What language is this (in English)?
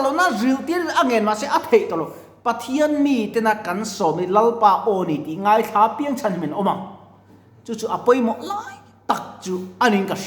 Mizo